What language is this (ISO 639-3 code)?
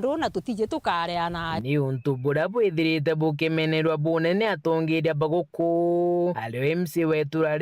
mer